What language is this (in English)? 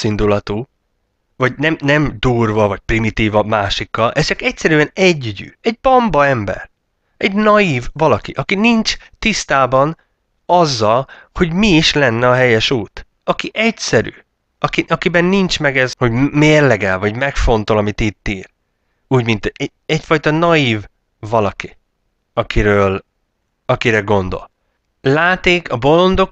Hungarian